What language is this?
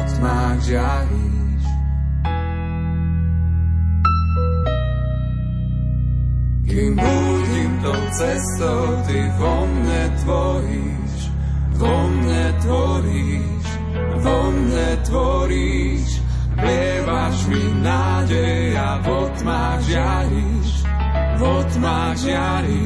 Slovak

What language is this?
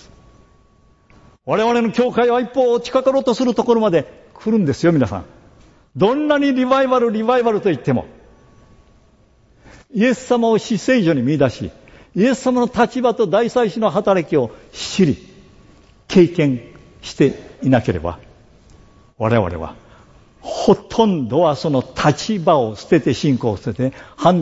Japanese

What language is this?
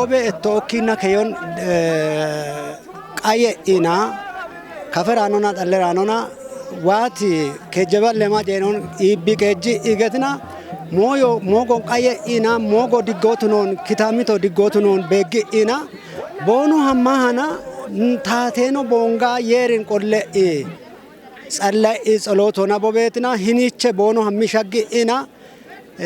Kafa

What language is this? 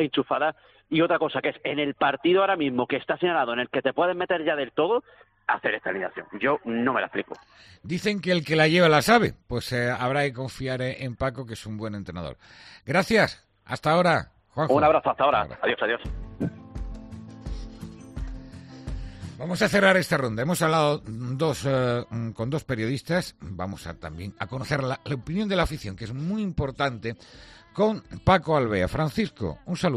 Spanish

